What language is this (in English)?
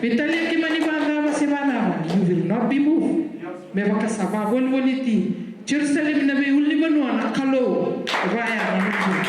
Fijian